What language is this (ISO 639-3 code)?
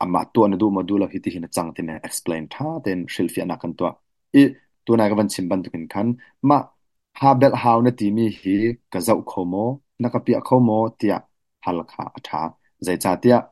cnh